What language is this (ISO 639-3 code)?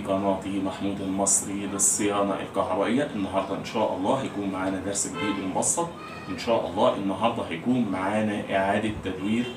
arz